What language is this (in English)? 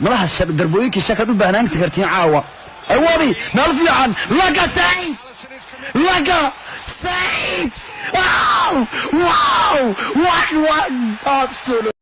Somali